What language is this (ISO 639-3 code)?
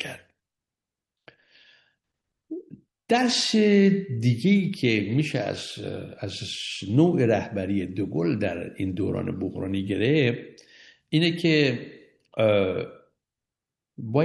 fas